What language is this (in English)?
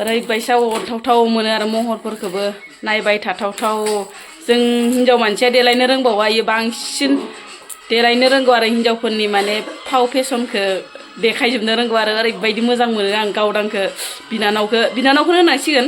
Bodo